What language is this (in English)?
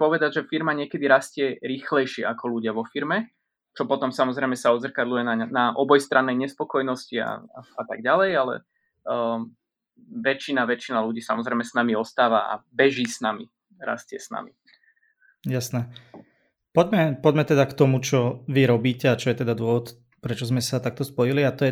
Slovak